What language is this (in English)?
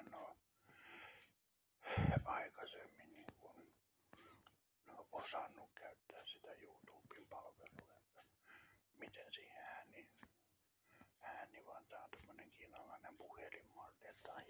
Finnish